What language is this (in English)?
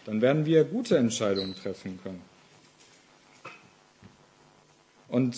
German